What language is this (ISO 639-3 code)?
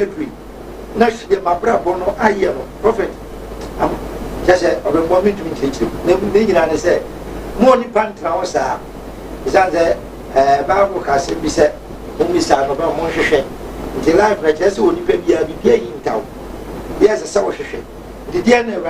aka